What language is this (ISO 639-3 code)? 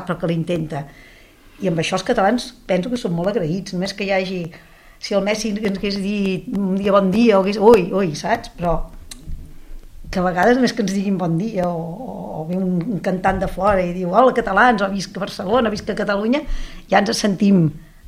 cat